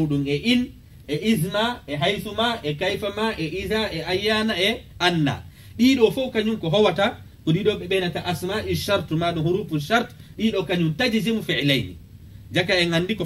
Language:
Fula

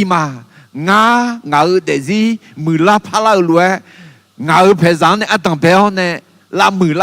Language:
Akha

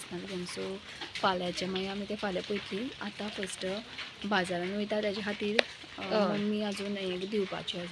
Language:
Konkani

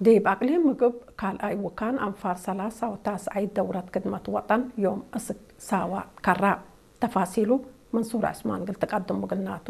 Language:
Tigre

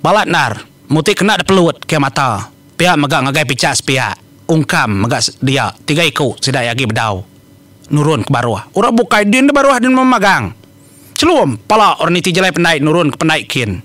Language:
Iban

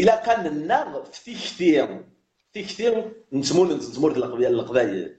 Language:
Kabyle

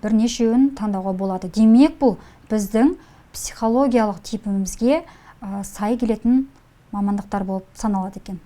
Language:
Kazakh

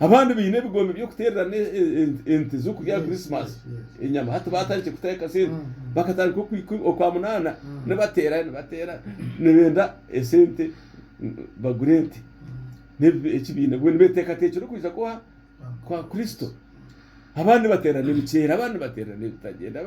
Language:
Nyankole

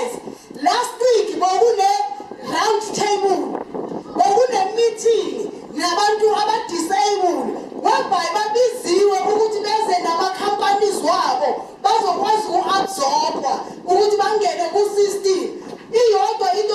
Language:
Zulu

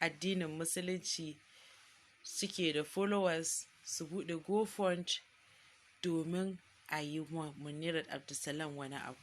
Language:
Hausa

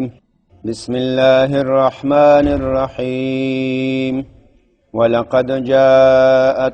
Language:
Pashto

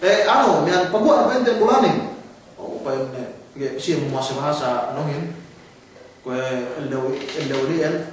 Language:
Yakan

